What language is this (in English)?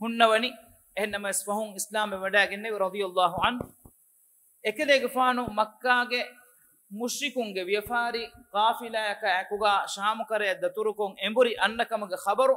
Divehi